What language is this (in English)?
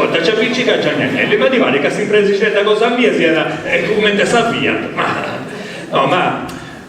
Sardinian